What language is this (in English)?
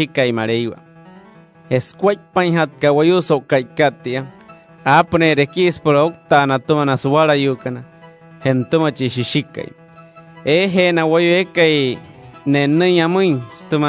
Wayuu